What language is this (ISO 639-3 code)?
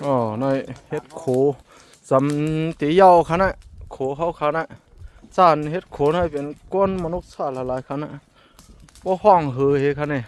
shn